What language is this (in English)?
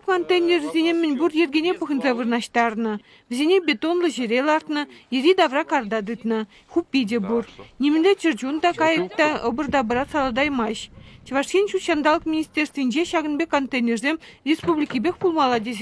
Chuvash